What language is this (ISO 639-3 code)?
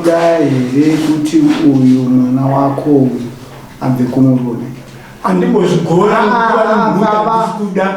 sna